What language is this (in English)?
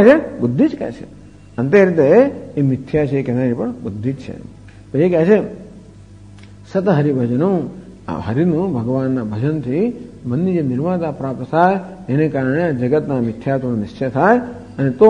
Gujarati